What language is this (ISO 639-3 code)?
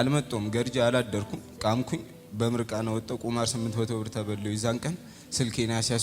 amh